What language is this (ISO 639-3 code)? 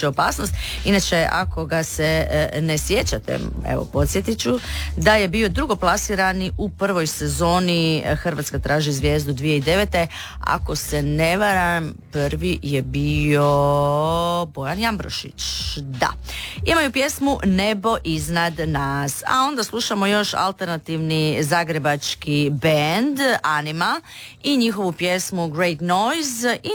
hrv